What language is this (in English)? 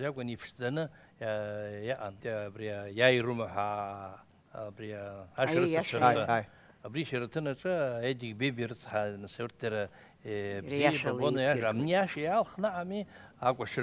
Abkhazian